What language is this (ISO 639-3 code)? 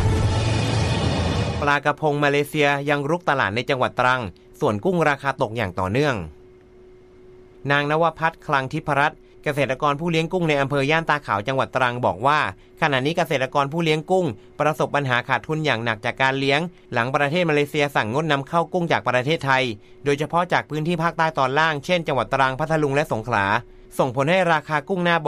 tha